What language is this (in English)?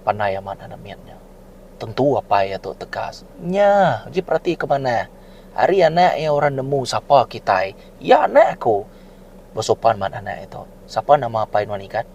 Iban